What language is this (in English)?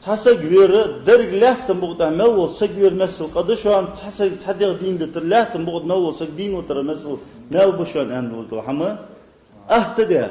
Ingush